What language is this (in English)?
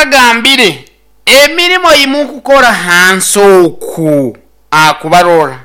Nyoro